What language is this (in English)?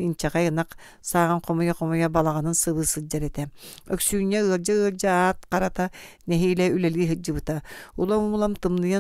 Yakut